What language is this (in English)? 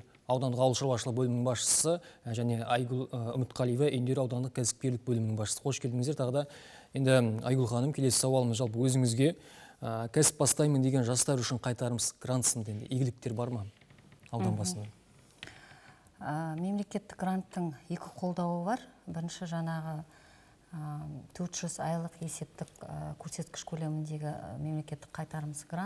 Kazakh